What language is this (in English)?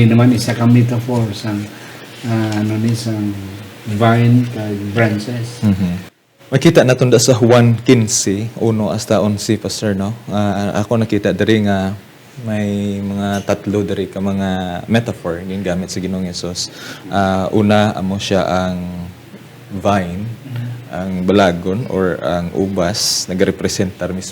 Hiligaynon